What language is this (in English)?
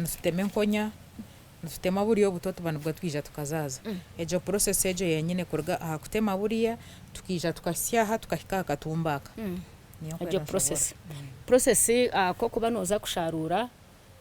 Nyankole